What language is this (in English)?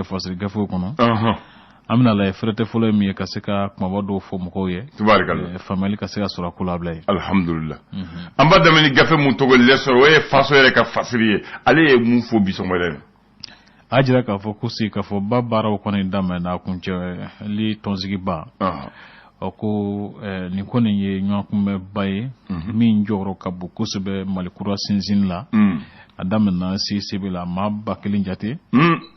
Bambara